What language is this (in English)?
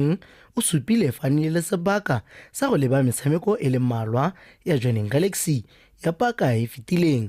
Tswana